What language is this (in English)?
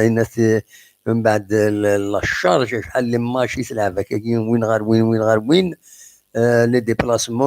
Kabyle